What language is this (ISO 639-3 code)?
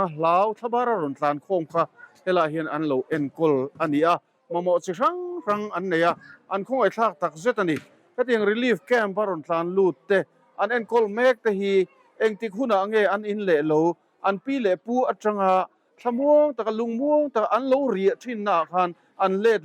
lus